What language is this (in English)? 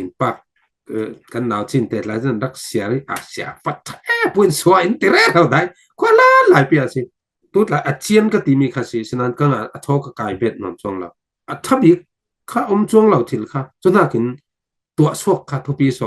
Falam Chin